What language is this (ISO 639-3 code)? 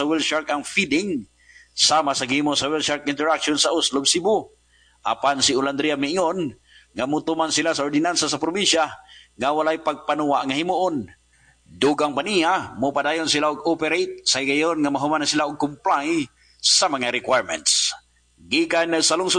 ceb